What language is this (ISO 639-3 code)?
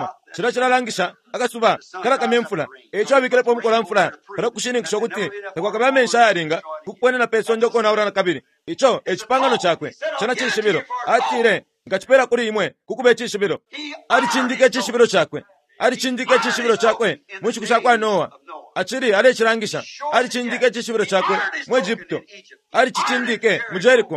bem